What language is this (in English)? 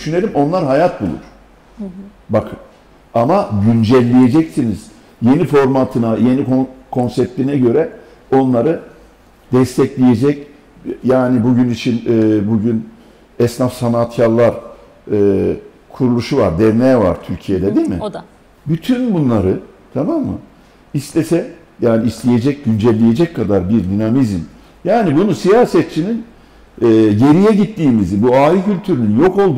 Turkish